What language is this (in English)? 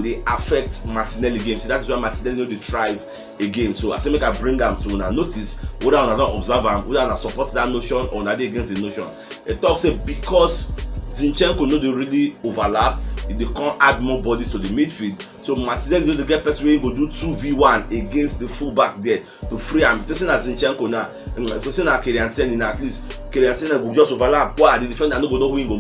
Nigerian Pidgin